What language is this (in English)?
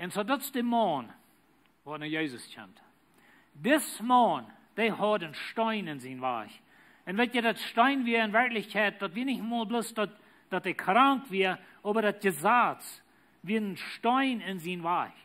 Plautdietsch